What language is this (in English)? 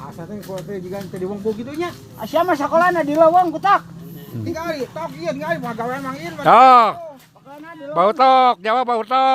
Sundanese